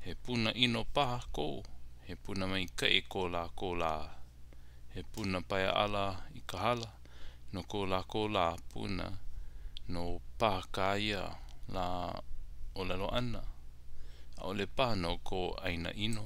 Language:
Hawaiian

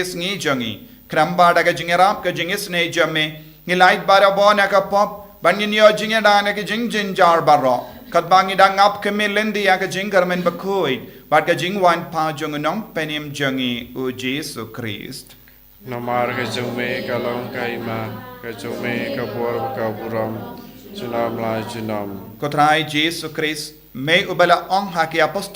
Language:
Khasi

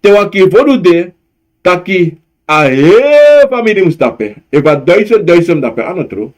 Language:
Sranan Tongo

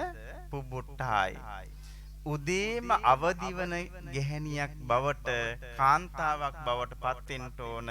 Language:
Sinhala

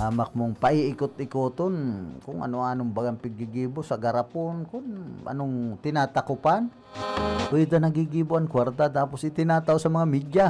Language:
Bikol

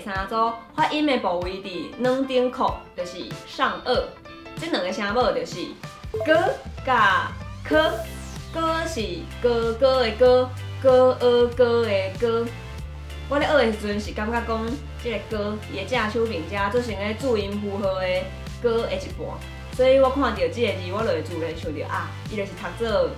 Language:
Min Nan Chinese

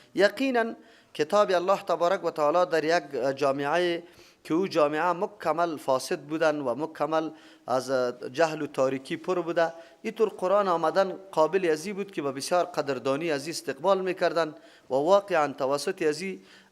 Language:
Persian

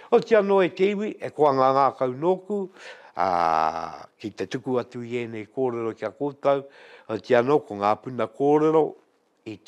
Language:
Māori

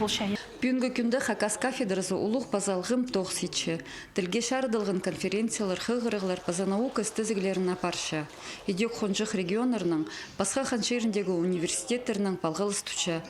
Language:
Khakas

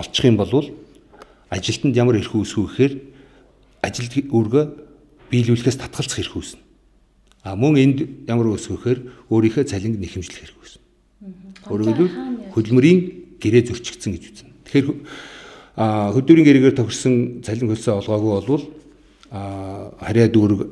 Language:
Mongolian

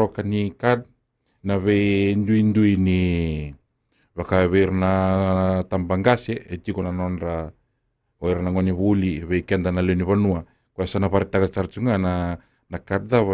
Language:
Fijian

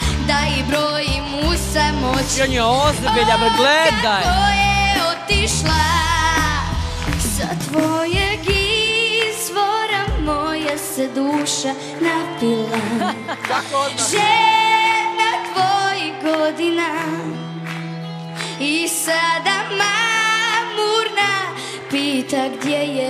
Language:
Croatian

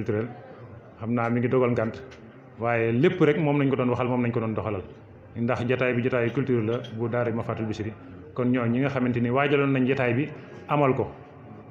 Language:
Wolof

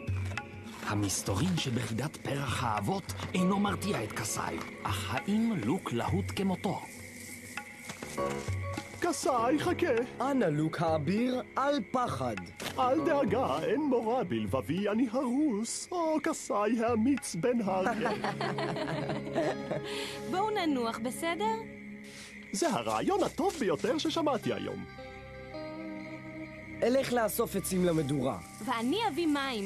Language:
Hebrew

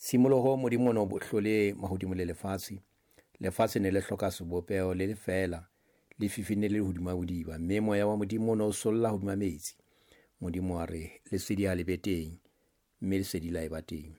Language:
Southern Sotho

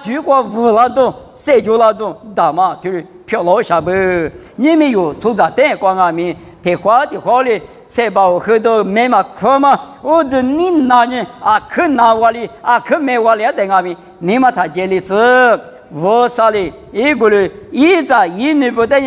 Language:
Lisu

